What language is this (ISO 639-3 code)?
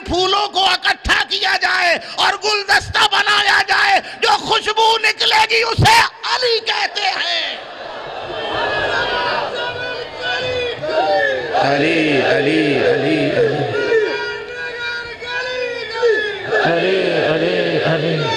urd